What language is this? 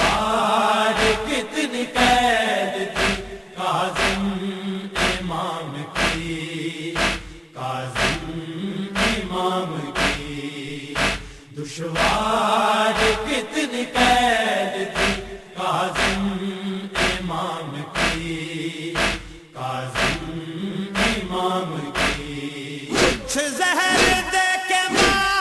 Urdu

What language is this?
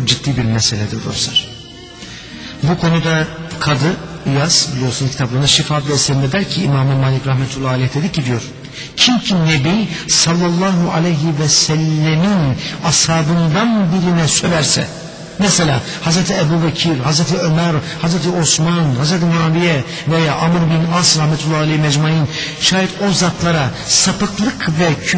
Turkish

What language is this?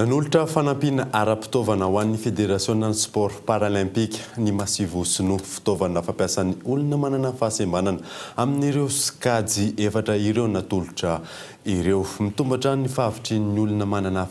Malagasy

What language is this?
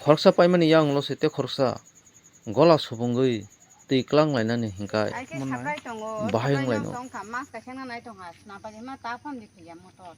Kok Borok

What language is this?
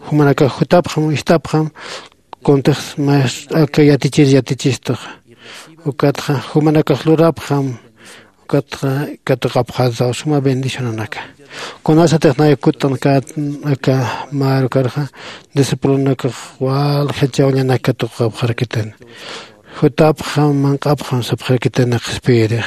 Aymara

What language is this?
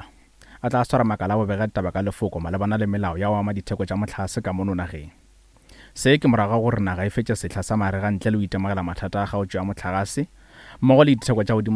Northern Sotho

